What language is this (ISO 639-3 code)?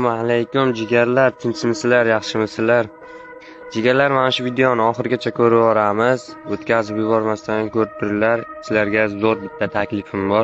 uzb